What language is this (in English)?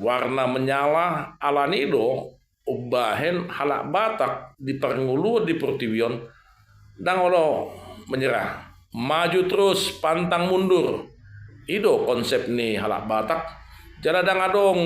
Batak Toba